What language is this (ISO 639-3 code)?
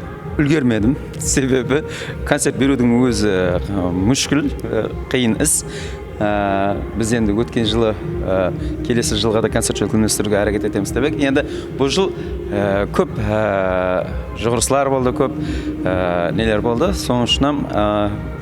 kaa